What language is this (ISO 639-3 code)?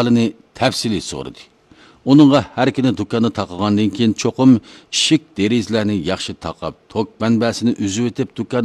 uig